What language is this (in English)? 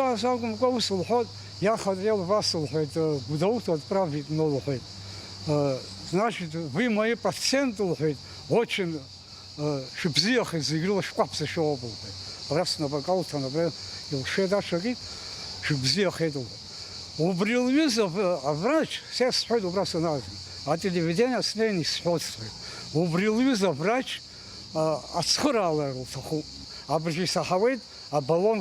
Abkhazian